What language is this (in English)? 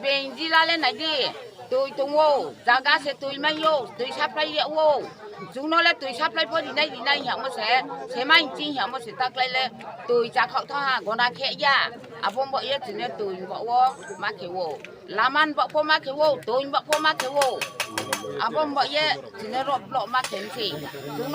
Riang (India)